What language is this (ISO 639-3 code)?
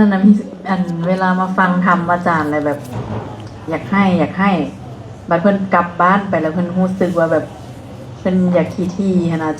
lao